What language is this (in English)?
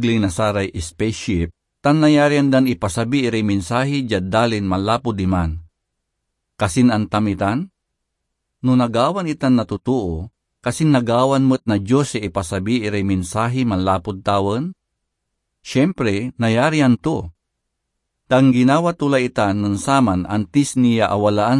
Pangasinan